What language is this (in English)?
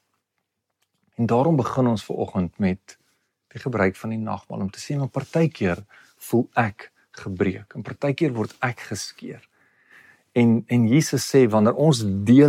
Afrikaans